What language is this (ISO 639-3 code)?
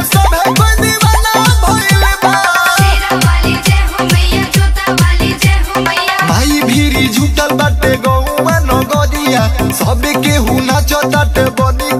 bho